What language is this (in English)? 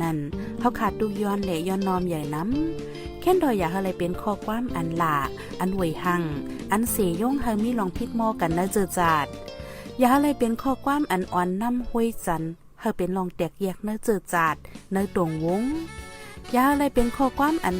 Shan